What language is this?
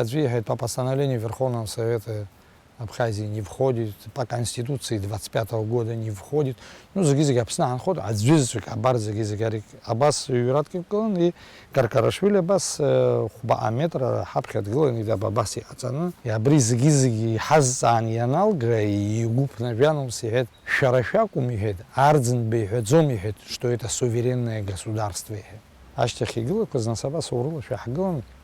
Abkhazian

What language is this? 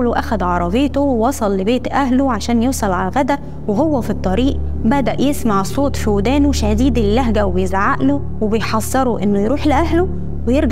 Egyptian Arabic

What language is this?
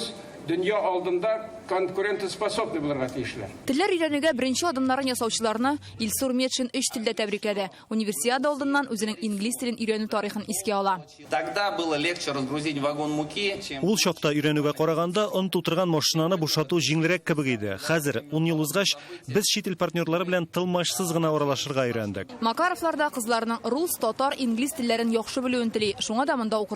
Tatar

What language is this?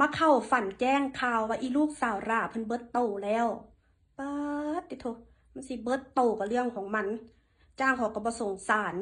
Lao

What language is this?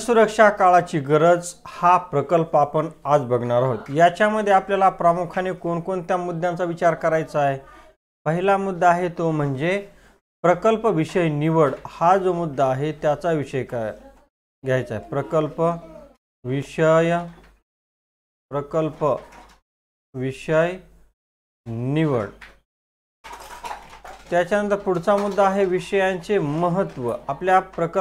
Marathi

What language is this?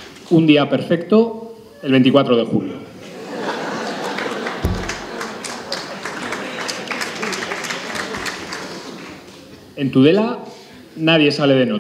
Spanish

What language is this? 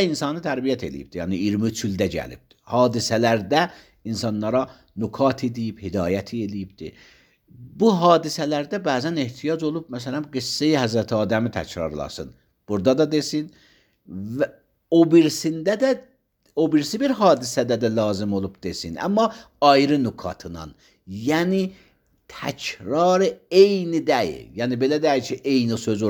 Azerbaijani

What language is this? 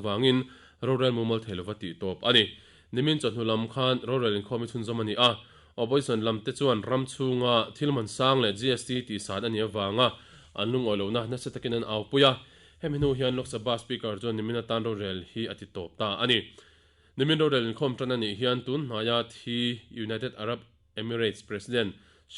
Mizo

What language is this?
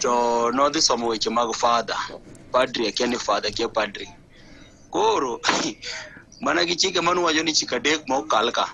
Luo (Kenya and Tanzania)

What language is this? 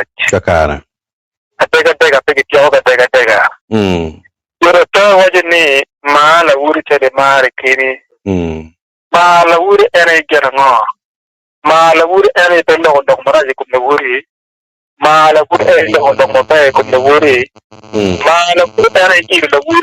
Acoli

